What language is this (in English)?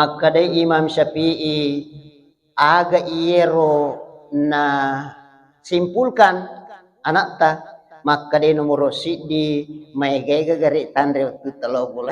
Buginese